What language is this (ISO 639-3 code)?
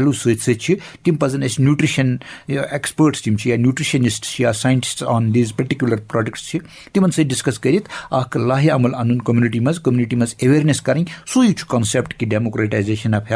kas